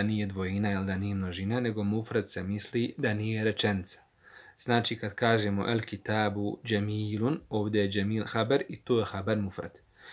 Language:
Bosnian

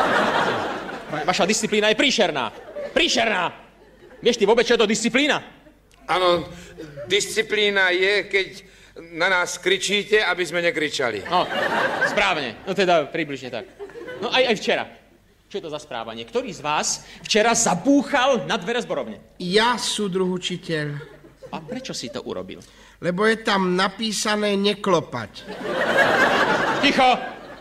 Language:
Slovak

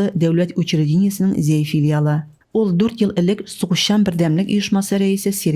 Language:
Tatar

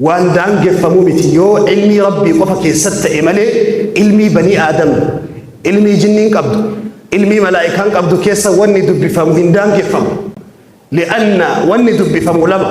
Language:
Oromo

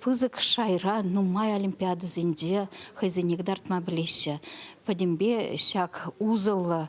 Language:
Chuvash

